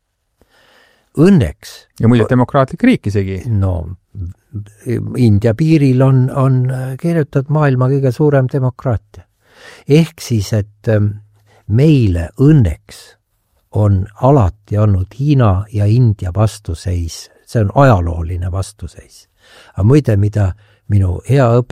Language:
Estonian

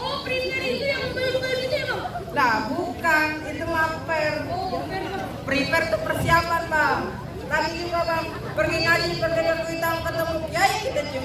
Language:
Betawi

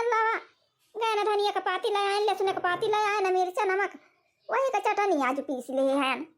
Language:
Awadhi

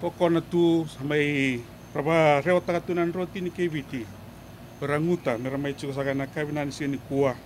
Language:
Fijian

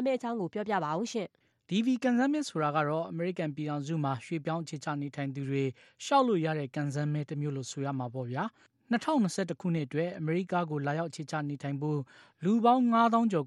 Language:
Burmese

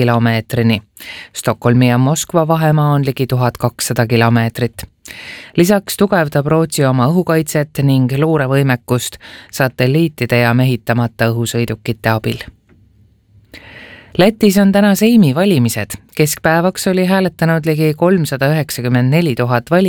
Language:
Estonian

